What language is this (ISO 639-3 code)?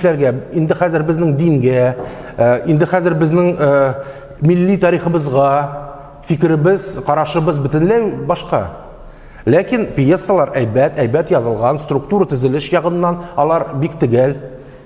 tat